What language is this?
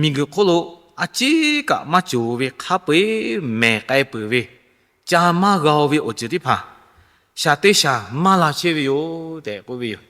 Lahu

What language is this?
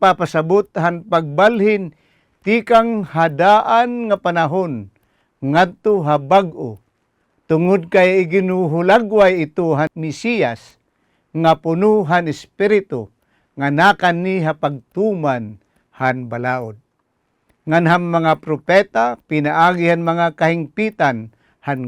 Waray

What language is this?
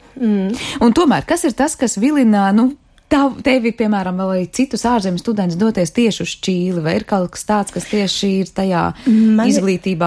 Latvian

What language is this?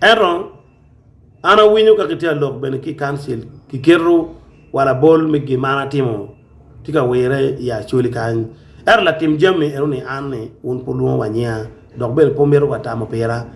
Acoli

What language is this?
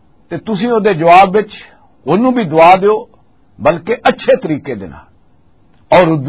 Western Panjabi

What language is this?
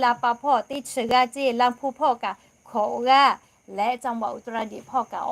Lahu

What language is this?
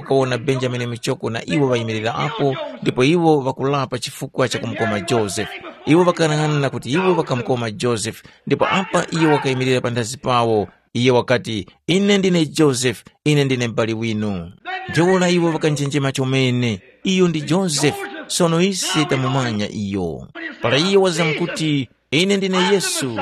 Tumbuka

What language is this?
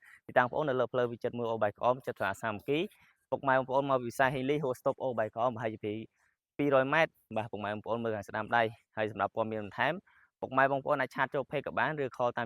Khmer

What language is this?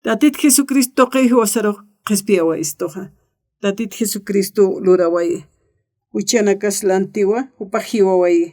Aymara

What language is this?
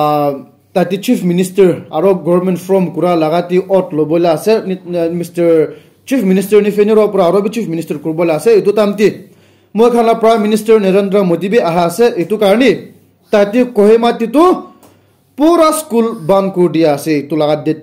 Naga Pidgin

